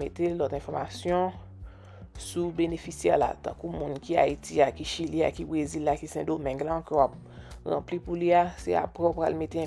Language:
Haitian Creole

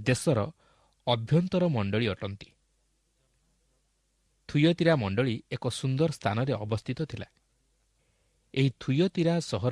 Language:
Odia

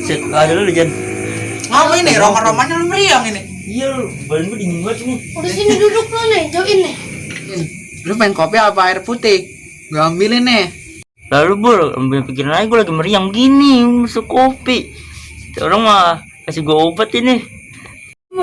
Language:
Betawi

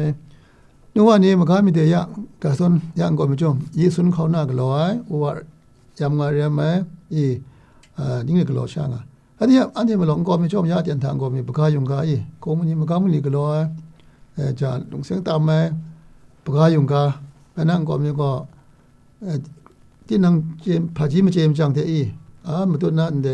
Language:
Kachin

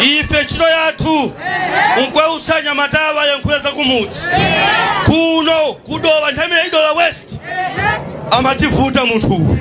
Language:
Nyanja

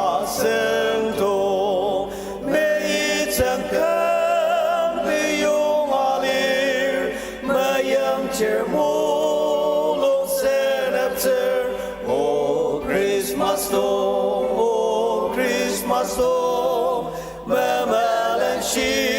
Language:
Ao Naga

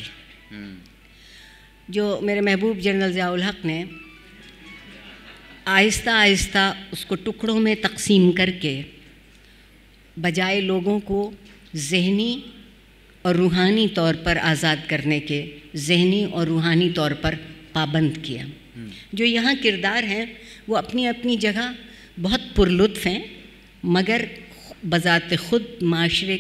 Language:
Urdu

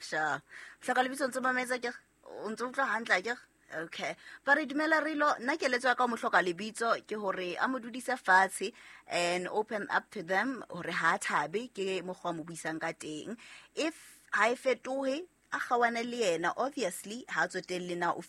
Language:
Southern Sotho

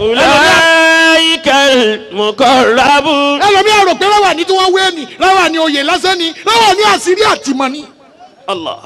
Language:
Yoruba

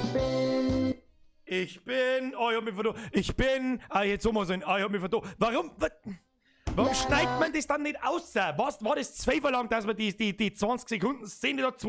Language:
Bavarian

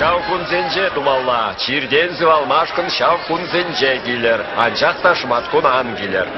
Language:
Chuvash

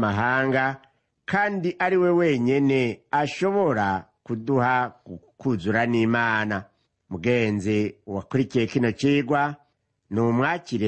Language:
Rundi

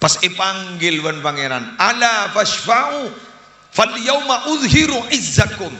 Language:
Madurese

